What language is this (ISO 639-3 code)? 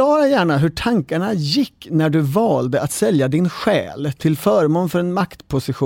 swe